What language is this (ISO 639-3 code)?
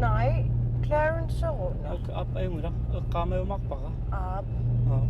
kal